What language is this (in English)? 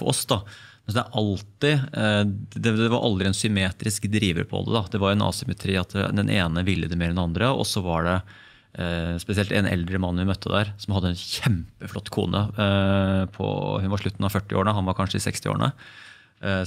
Norwegian